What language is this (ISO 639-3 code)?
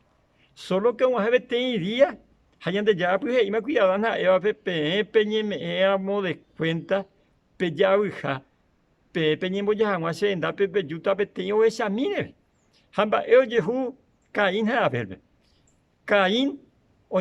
grn